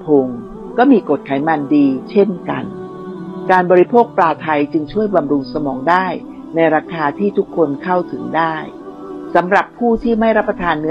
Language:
Thai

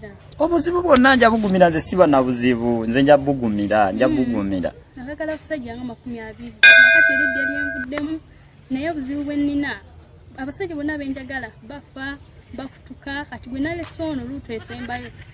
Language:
Ganda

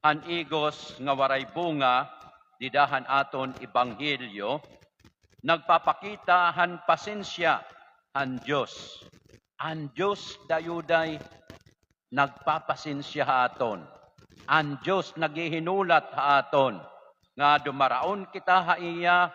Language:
Waray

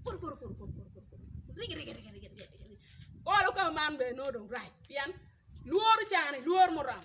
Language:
Acoli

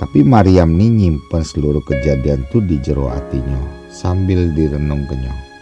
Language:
Musi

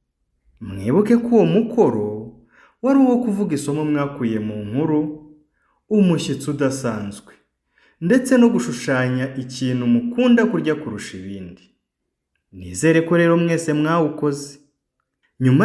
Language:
Kinyarwanda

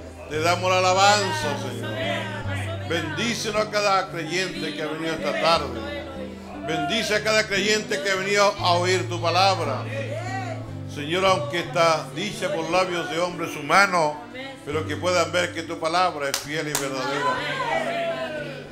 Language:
Spanish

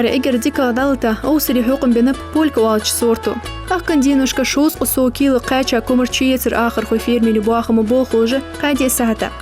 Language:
Ingush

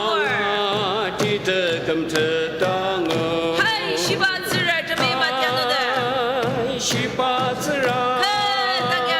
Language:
Ao Naga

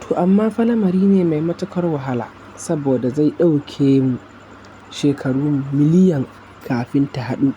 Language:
Hausa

